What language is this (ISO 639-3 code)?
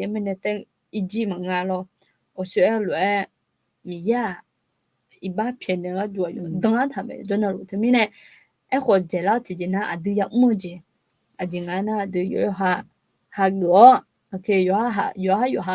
ahk